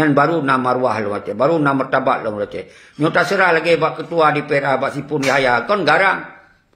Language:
Achinese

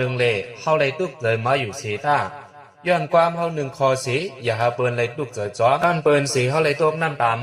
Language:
Shan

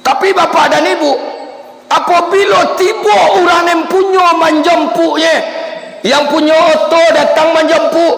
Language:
Minangkabau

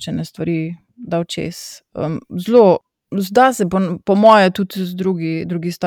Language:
Slovenian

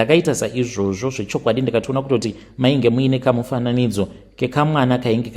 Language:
Shona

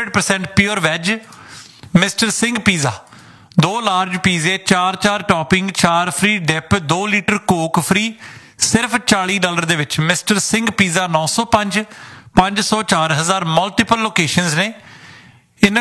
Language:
Punjabi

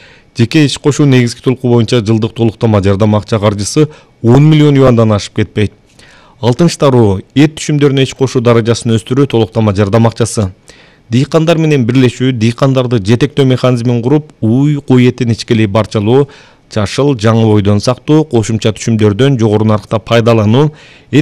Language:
Kyrgyz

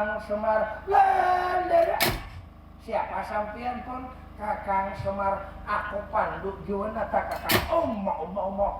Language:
Banjar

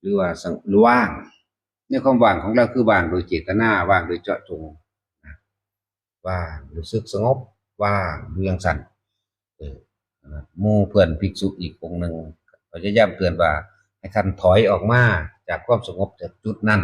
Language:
Northeastern Thai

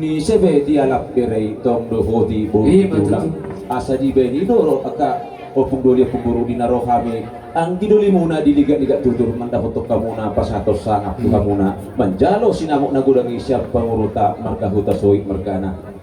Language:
Batak Toba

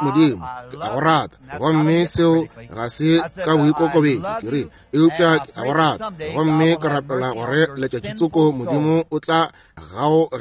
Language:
Northern Sotho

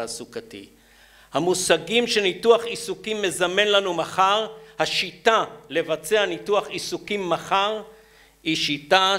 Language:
Hebrew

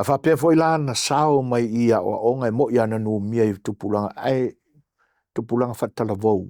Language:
Samoan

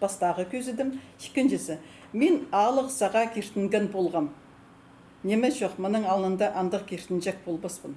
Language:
Khakas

